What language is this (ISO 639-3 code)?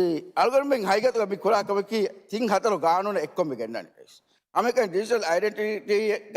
div